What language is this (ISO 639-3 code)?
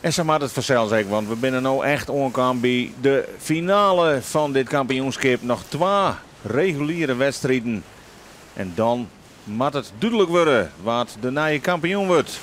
fry